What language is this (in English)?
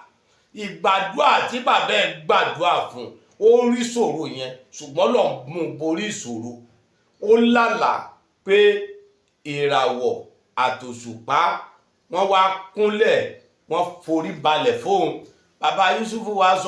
Yoruba